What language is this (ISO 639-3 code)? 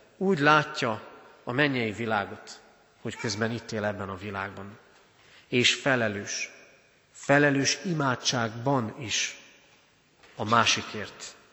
hun